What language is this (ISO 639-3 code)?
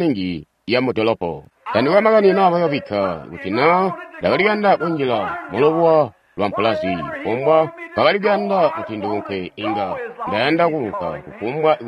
toi